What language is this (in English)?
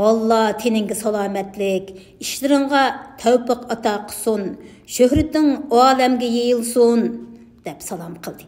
Uyghur